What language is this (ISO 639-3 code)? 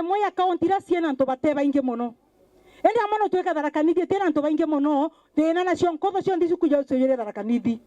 mer